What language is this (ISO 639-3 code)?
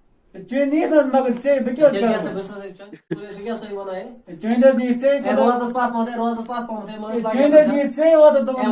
kas